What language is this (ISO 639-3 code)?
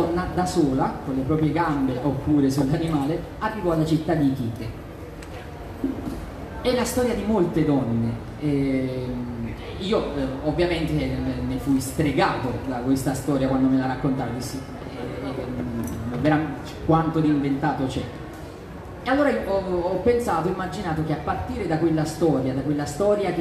ita